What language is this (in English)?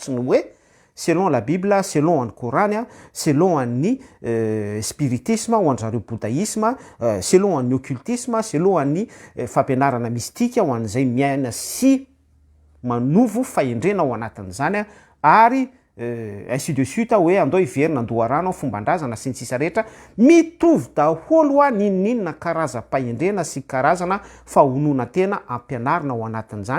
Malagasy